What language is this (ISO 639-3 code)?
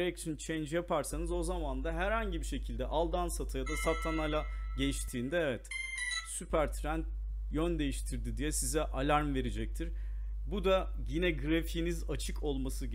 tur